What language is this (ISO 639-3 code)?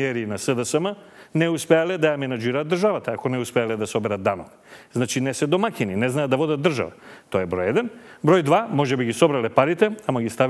mkd